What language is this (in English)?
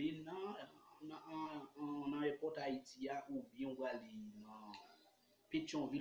Haitian Creole